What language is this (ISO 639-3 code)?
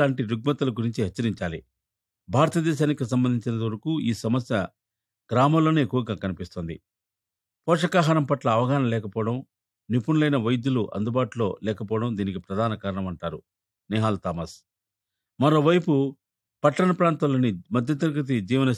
tel